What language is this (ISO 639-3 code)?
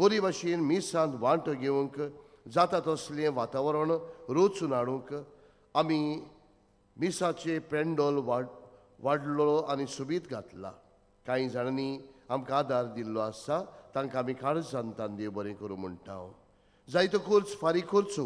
kok